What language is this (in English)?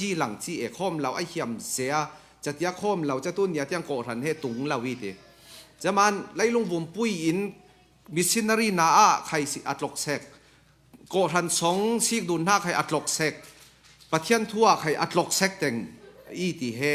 Falam Chin